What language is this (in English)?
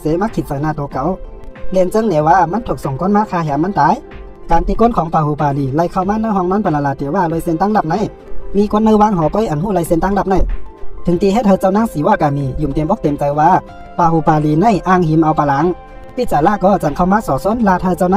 Shan